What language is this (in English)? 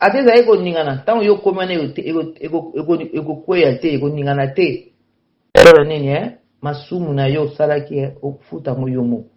Lingala